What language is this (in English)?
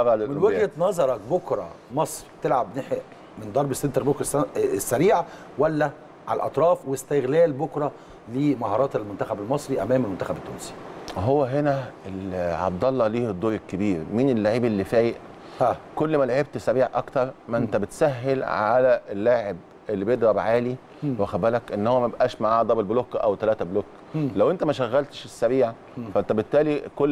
Egyptian Arabic